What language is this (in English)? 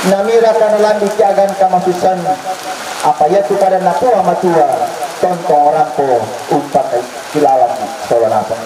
Toraja-Sa'dan